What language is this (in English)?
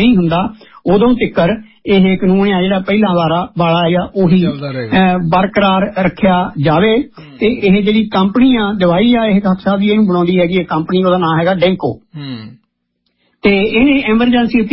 Punjabi